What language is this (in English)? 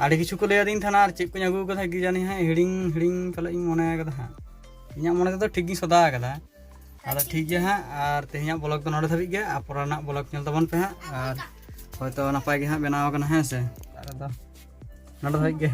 Santali